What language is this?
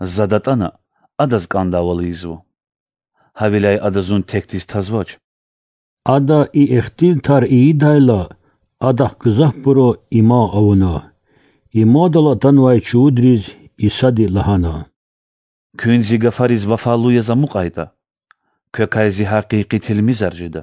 Lezghian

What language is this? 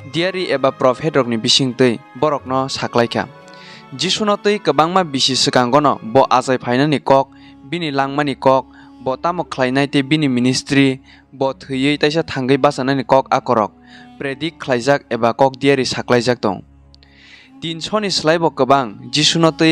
Kok Borok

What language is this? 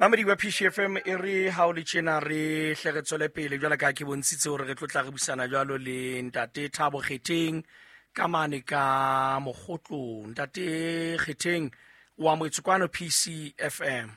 Southern Sotho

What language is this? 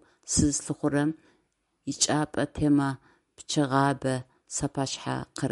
Adyghe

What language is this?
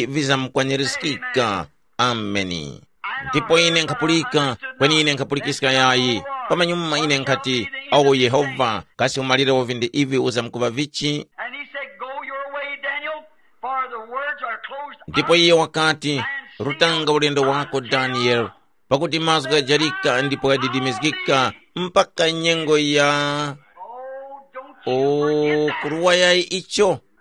Tumbuka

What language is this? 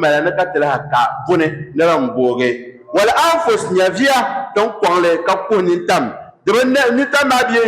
Dagbani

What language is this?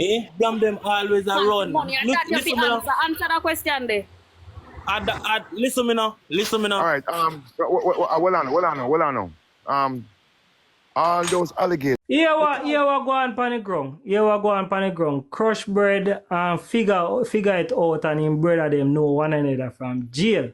Jamaican Creole English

